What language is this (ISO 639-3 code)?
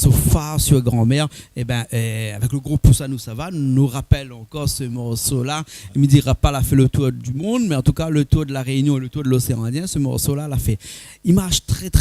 rcf